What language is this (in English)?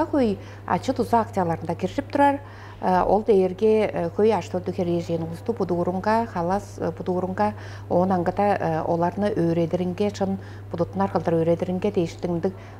Tuvinian